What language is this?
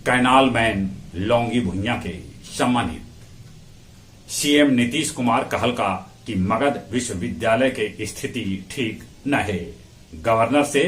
Magahi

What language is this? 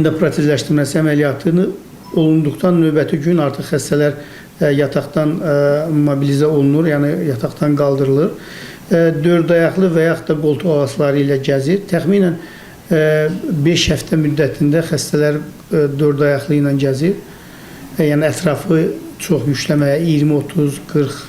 Azerbaijani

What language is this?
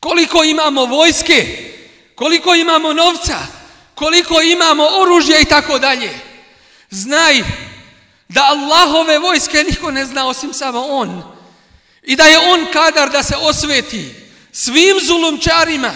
Bosnian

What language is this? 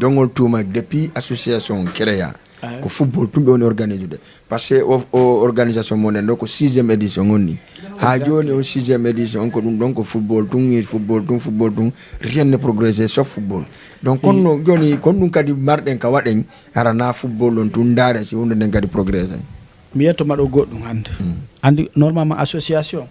Fula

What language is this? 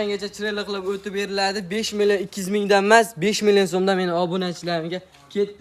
Uzbek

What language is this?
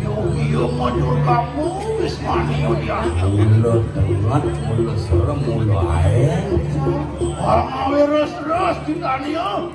Balinese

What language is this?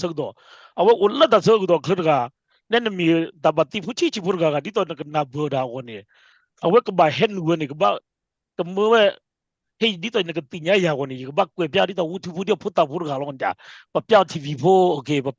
S'gaw Karen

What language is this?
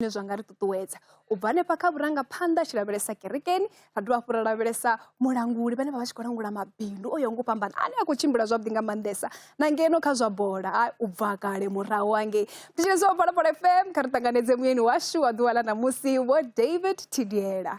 Venda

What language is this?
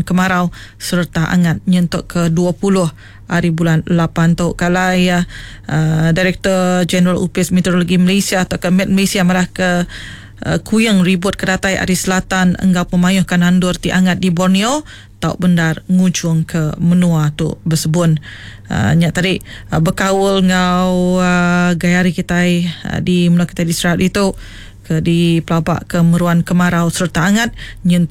Iban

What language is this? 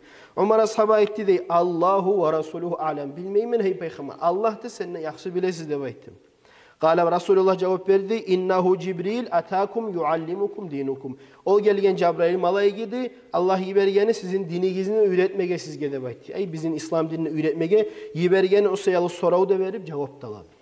Kumyk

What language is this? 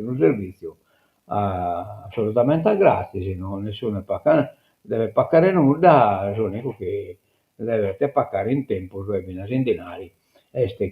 Sardinian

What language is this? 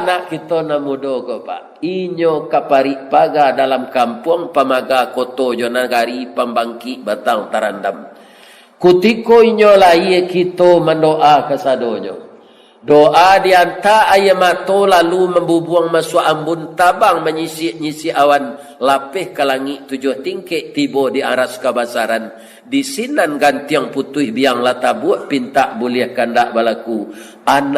Minangkabau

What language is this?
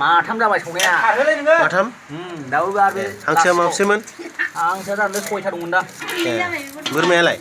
Bodo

